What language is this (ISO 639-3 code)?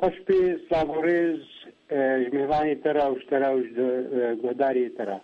kur